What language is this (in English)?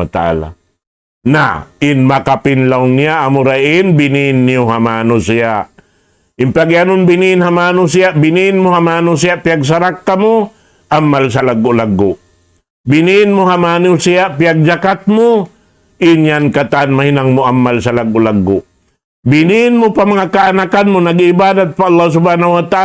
Tausug